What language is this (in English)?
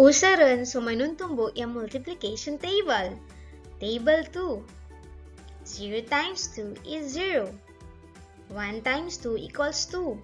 Pangasinan